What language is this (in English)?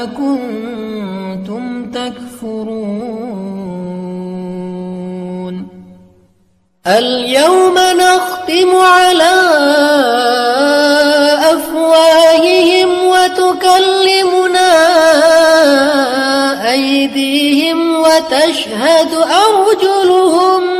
Arabic